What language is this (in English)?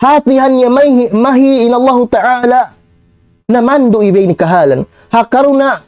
Tausug